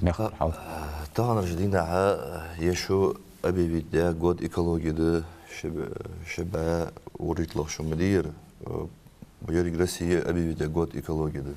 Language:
Ingush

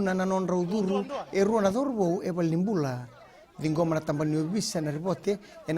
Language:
Fijian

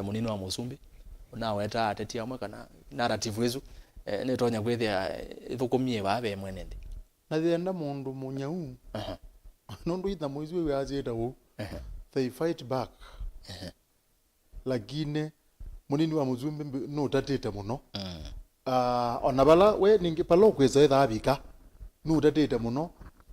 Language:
Kamba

